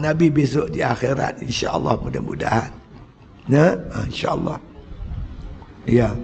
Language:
Malay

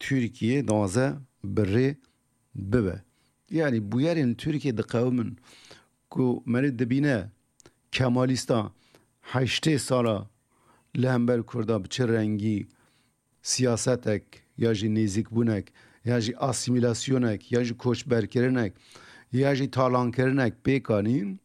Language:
Kurdish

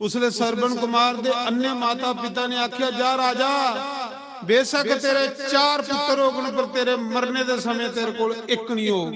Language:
Dogri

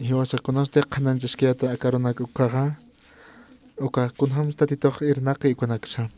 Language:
Aymara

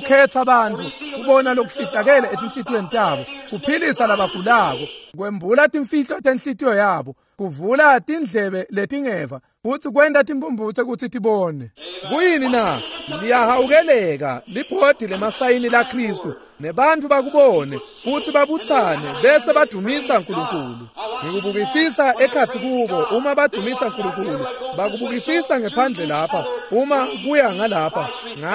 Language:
Swati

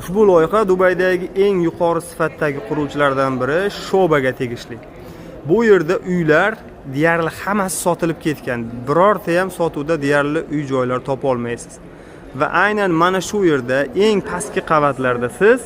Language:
Uzbek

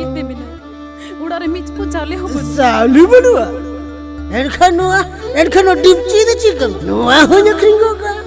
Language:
Santali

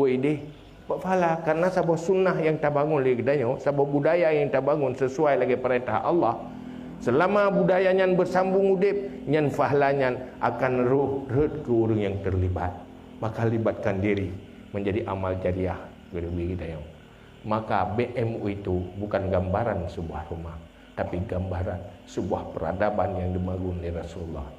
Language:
Achinese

